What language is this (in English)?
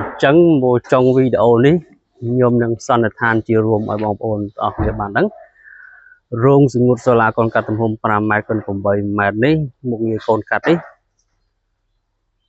Khmer